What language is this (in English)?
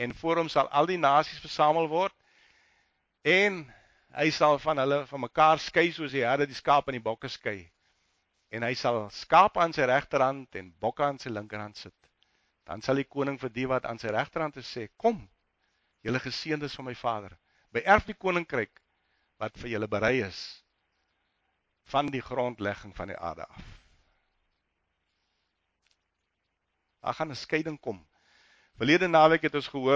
Afrikaans